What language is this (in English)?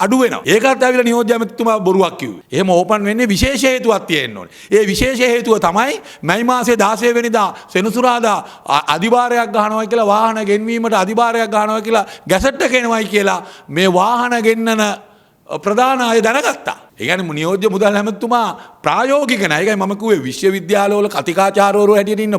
Sinhala